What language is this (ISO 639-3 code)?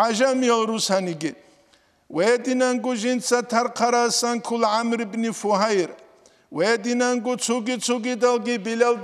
ava